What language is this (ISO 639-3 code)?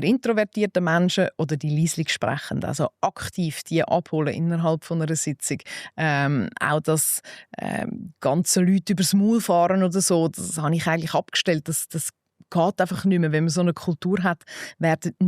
gsw